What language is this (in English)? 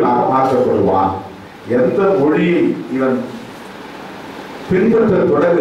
Tamil